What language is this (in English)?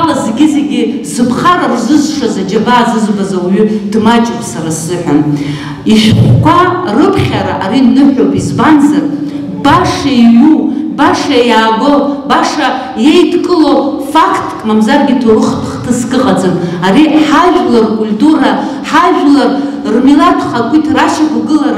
Abkhazian